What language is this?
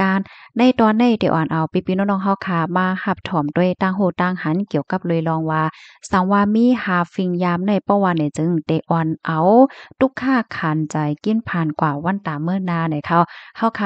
Shan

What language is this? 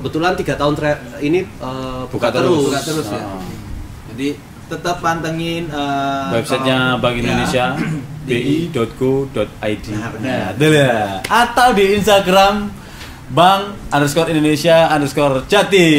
Indonesian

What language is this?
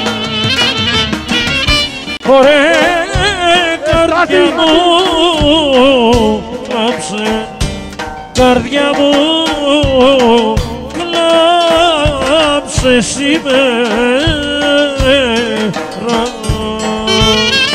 Greek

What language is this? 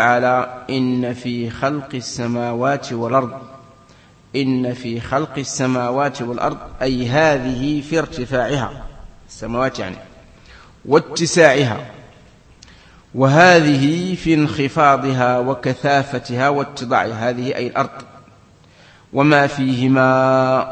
Arabic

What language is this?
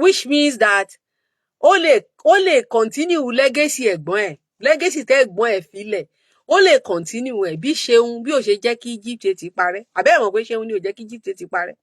Yoruba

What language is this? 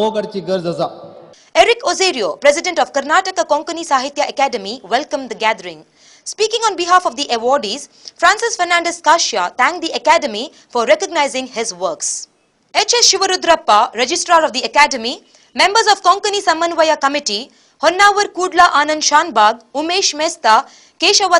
Konkani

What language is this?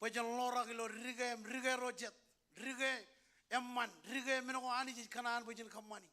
Marshallese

